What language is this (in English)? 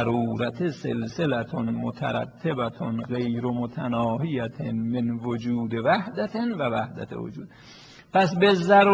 Persian